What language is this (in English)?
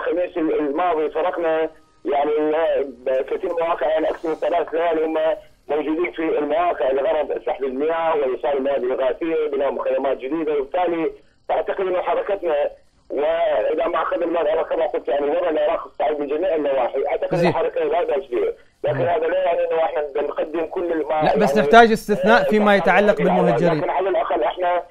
Mesopotamian Arabic